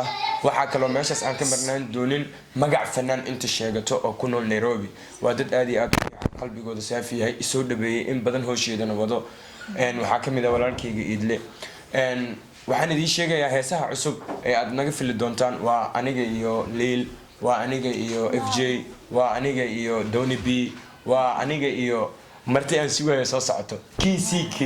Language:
Somali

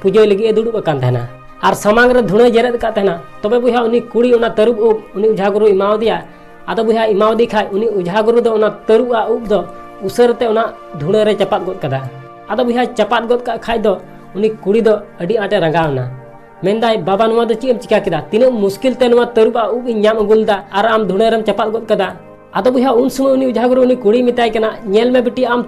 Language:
Santali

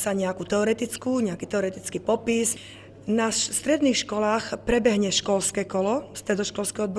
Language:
Slovak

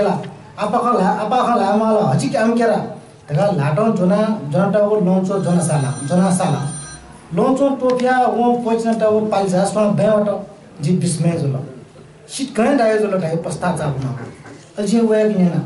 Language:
Newari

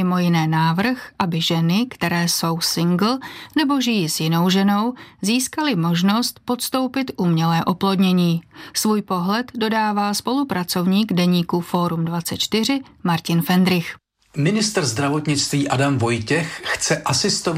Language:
Czech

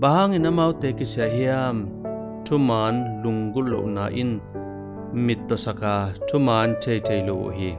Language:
Tedim Chin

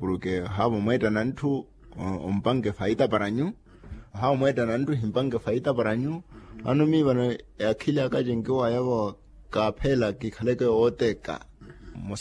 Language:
Makhuwa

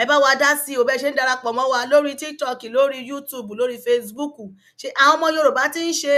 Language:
Yoruba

